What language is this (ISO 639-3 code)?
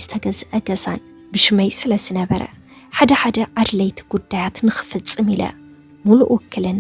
tir